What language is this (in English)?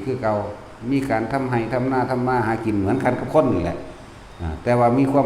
Northeastern Thai